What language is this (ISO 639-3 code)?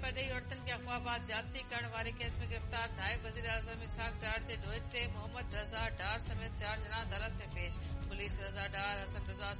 snd